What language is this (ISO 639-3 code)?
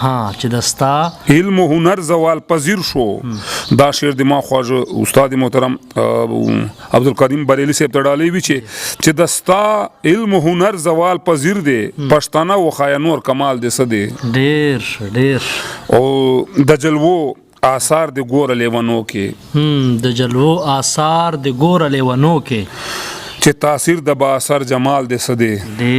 pus